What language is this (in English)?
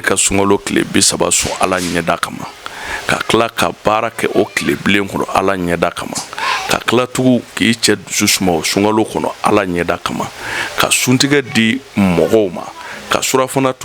Bambara